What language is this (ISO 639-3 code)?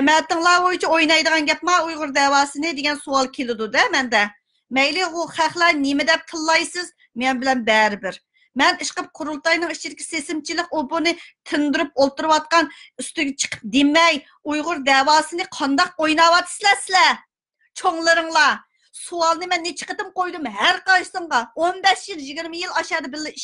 uig